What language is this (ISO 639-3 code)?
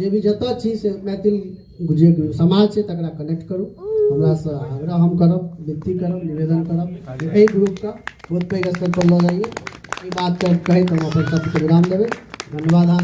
mai